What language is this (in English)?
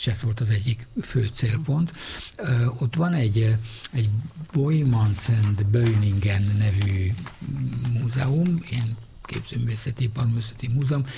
Hungarian